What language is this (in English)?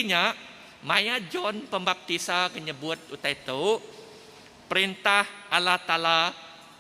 Iban